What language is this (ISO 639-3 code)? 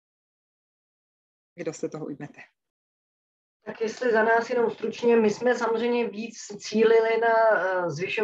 ces